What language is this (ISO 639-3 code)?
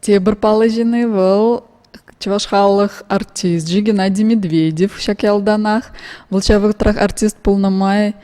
chv